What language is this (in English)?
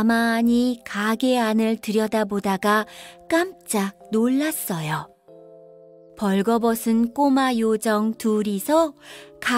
Korean